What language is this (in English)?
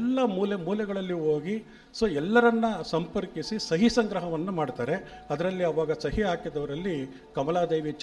Kannada